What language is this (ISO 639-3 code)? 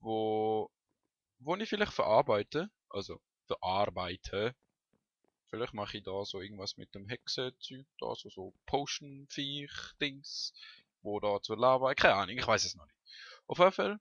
gsw